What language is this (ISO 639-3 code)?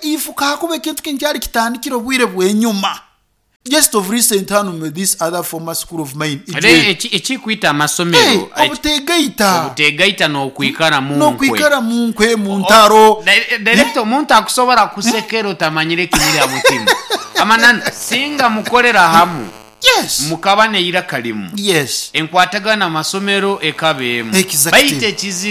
nyn